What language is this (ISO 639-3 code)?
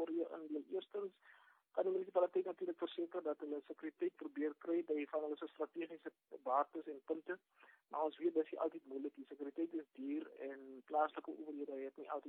afr